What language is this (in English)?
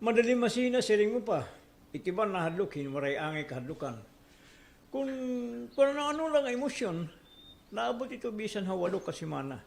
Waray